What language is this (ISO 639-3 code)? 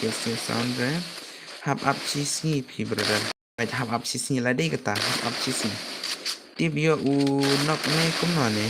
kha